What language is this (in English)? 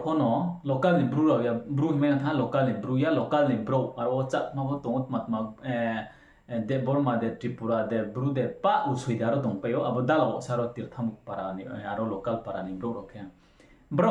Riang (India)